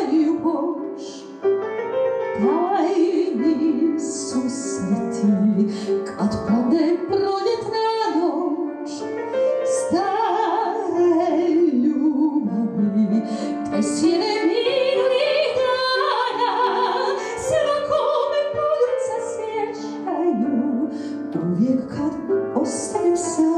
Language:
Croatian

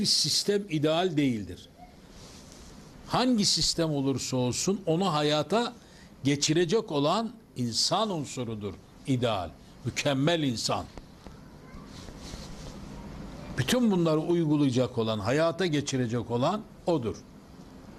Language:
Turkish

